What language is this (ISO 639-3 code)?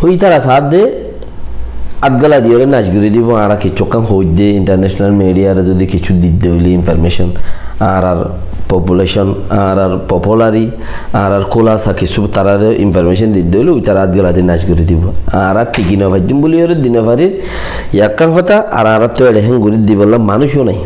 rhg